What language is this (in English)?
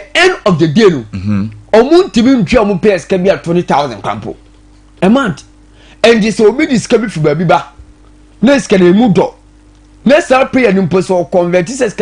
Akan